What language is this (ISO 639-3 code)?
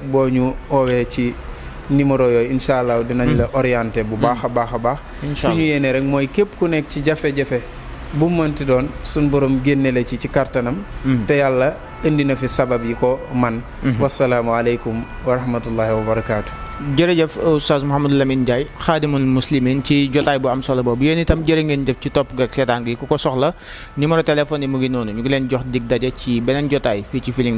wol